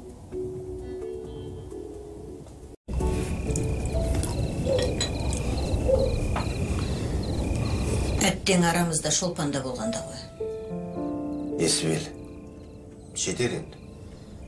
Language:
Kazakh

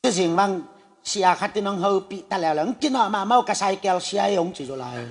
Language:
Tedim Chin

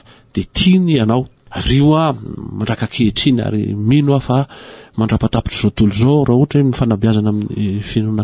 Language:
Malagasy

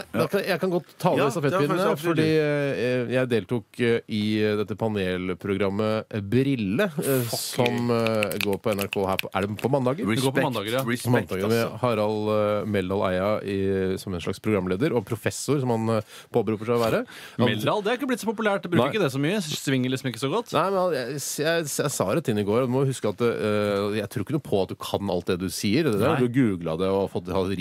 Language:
Norwegian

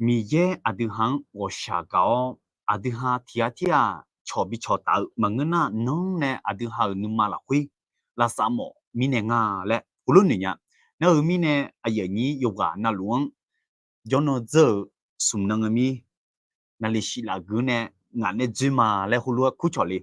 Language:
Akha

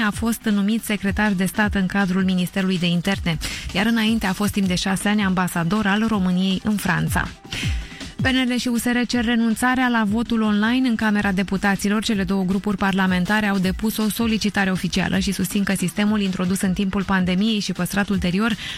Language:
Romanian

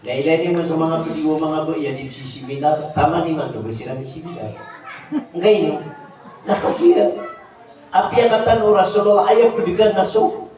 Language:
Maranao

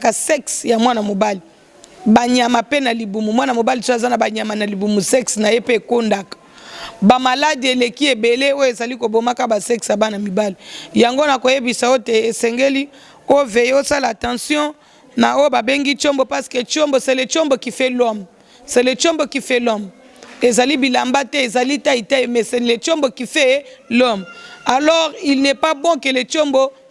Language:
Lingala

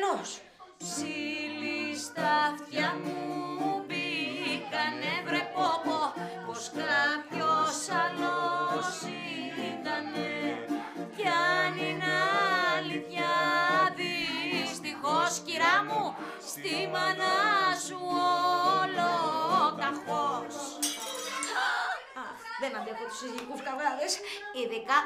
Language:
Greek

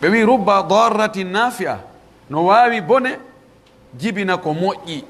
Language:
Pular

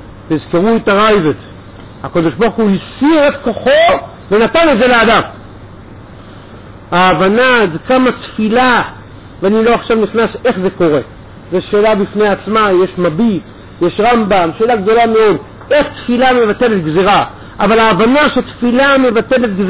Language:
Hebrew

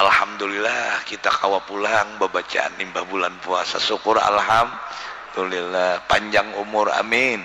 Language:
Banjar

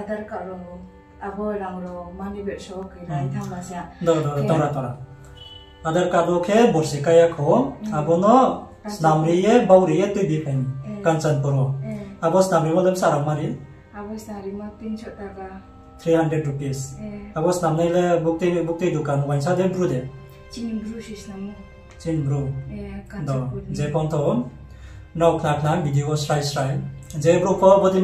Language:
Riang (India)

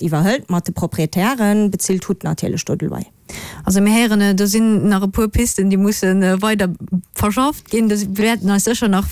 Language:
Luxembourgish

